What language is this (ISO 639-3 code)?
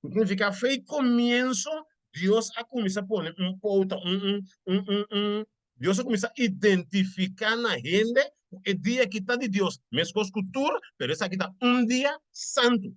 pap